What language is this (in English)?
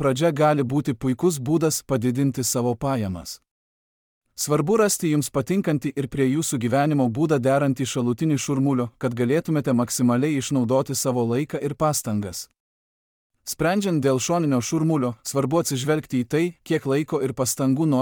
Lithuanian